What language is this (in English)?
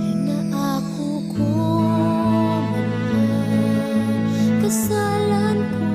Bikol